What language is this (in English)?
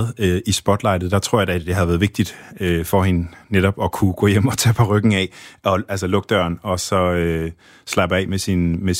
Danish